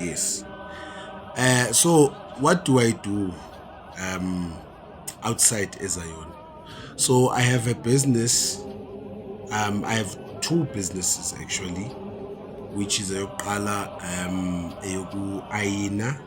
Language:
Zulu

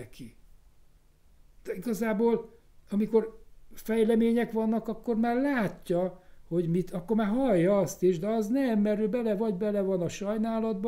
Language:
Hungarian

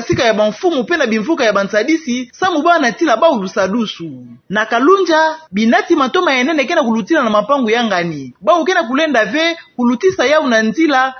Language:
Kituba (Democratic Republic of Congo)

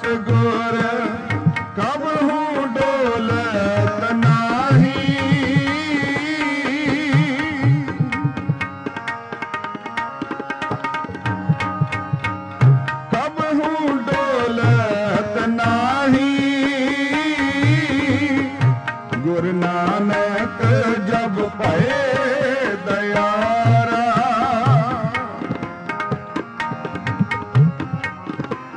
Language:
Punjabi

